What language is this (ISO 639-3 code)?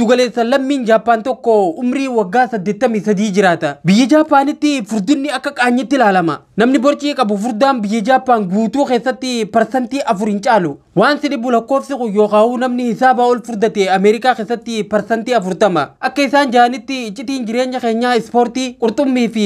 orm